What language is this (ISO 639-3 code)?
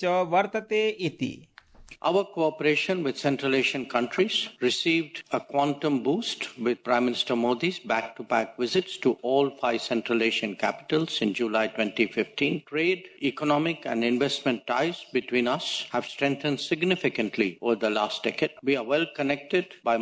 san